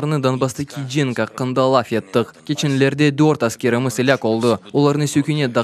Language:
Crimean Tatar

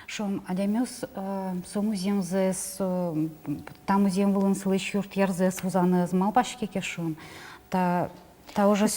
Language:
Udmurt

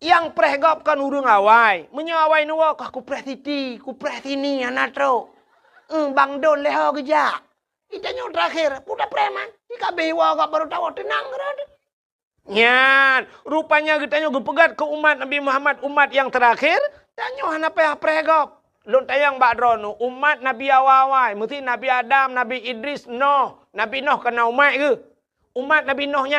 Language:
Achinese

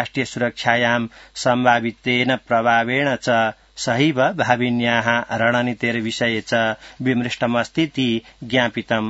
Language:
Sanskrit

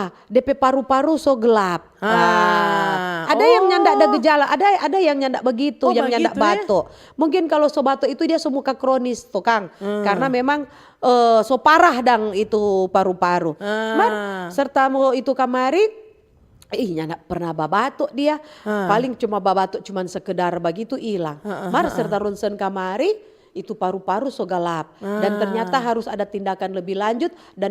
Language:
Manado Malay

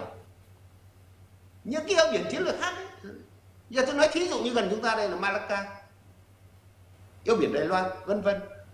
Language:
Vietnamese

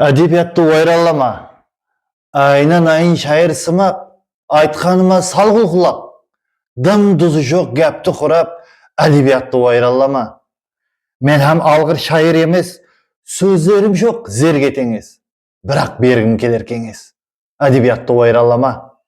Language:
Kara-Kalpak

